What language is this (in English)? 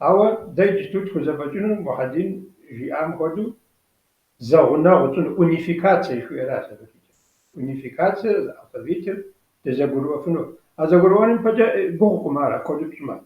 Kabardian